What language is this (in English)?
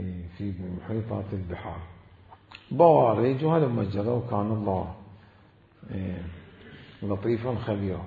Mesopotamian Arabic